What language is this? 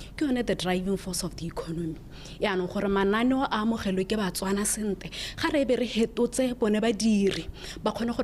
Tswana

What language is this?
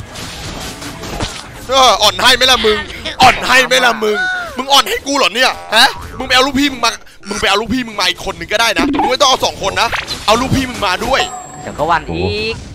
Thai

